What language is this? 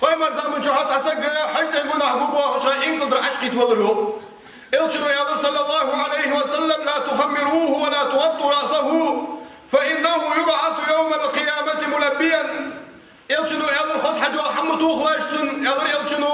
Ingush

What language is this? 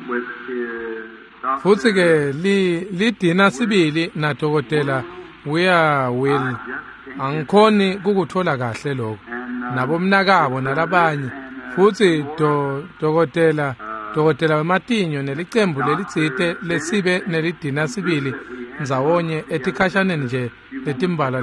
Swati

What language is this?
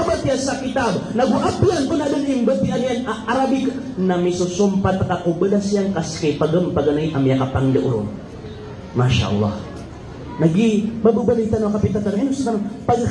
Maranao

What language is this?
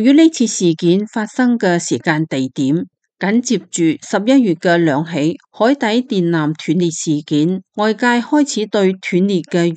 Cantonese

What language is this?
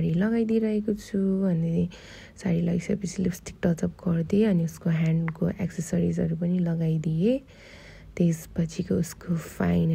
Nepali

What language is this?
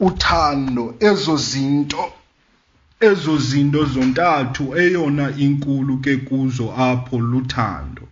Xhosa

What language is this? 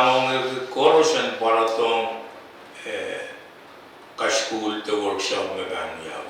Pohnpeian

